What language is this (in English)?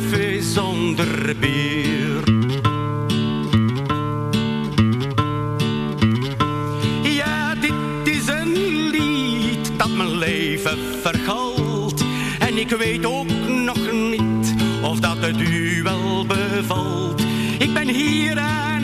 Dutch